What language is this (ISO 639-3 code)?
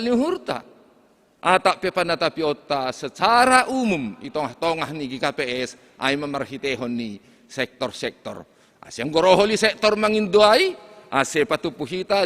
bts